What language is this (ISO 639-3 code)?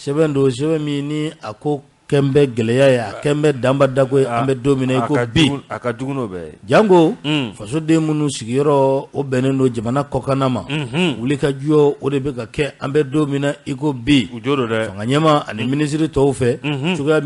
bam